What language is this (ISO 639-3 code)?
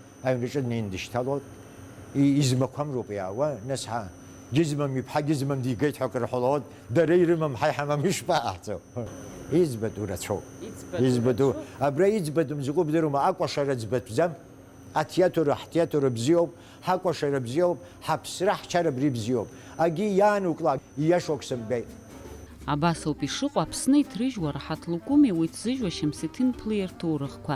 abk